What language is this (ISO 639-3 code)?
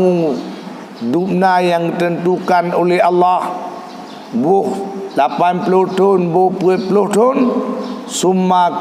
ace